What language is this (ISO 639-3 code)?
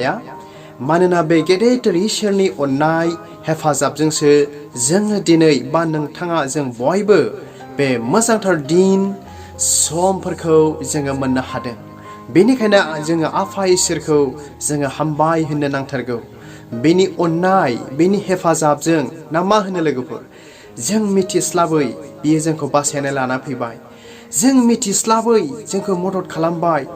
brx